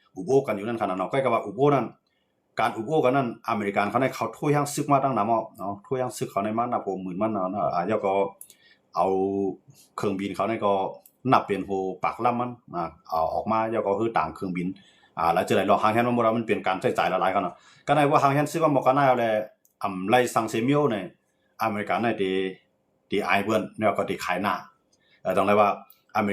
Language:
Shan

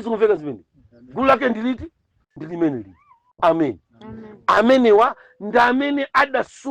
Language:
Nyanja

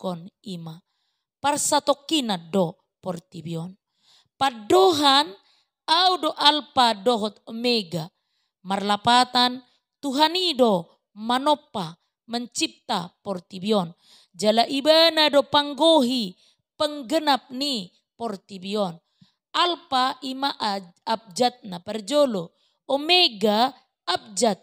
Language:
Batak Toba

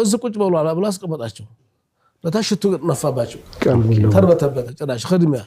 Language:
Amharic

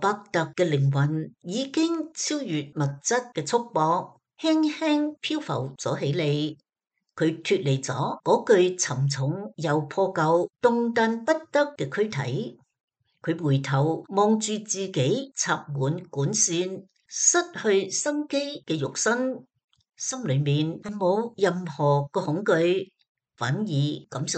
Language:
Cantonese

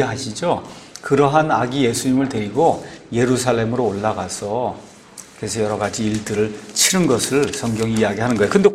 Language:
Korean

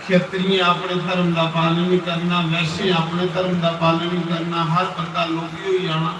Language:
Dogri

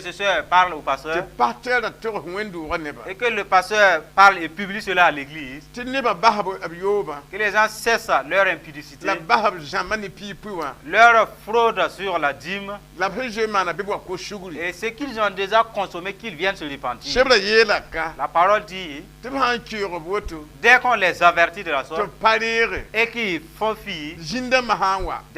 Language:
Mossi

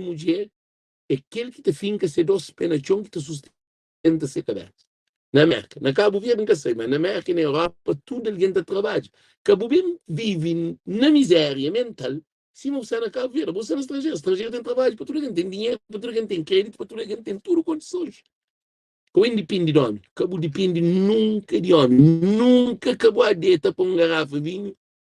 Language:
Kabuverdianu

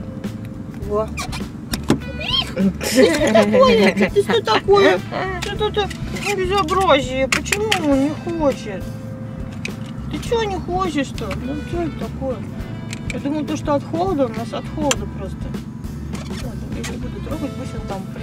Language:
Russian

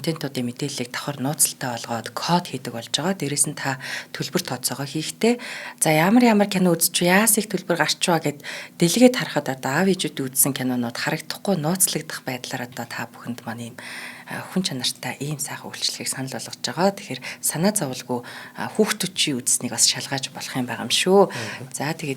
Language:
Mongolian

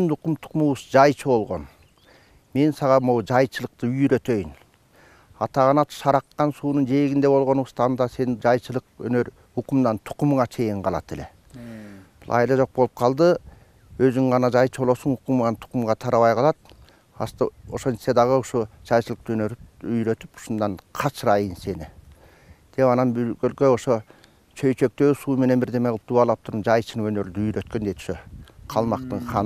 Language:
Kyrgyz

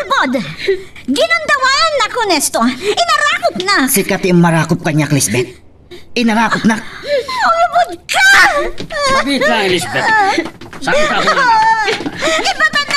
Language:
Iloko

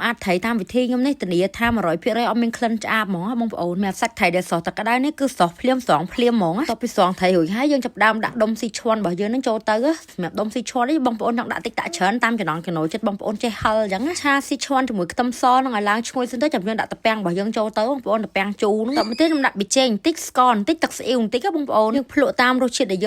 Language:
Khmer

